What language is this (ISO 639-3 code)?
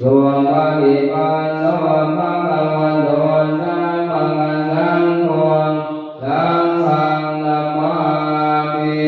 pli